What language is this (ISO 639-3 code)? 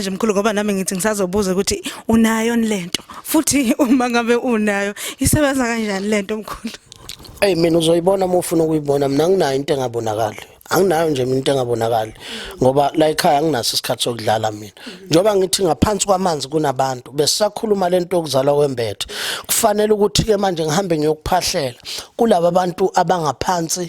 zul